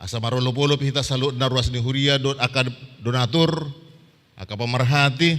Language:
Batak Toba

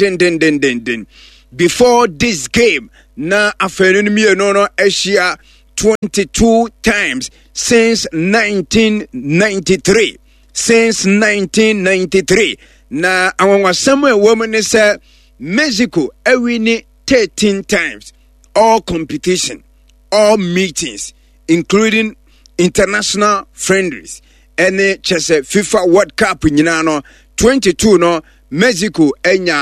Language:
Akan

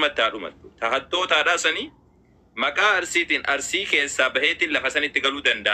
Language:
Oromo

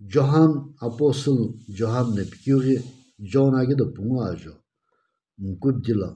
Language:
Sumi Naga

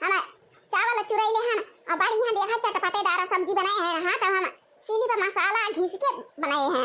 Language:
Awadhi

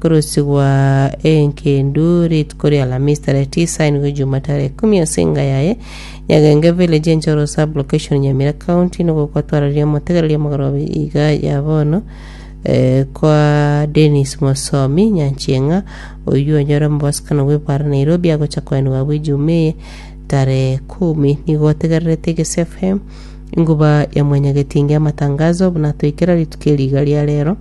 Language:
Gusii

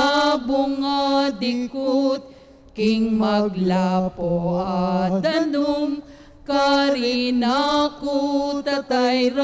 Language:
Pampanga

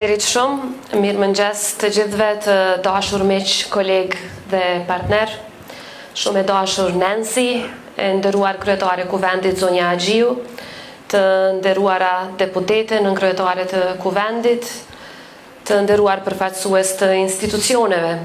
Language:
Albanian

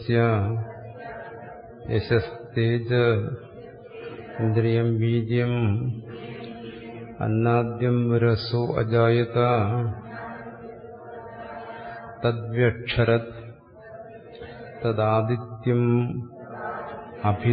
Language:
Malayalam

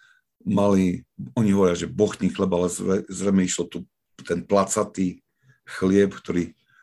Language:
Slovak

